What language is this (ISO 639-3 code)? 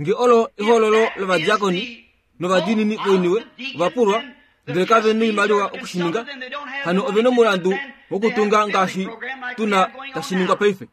kua